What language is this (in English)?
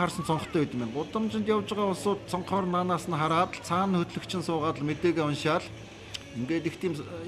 Mongolian